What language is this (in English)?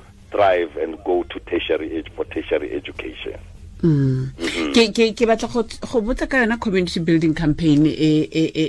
Tswana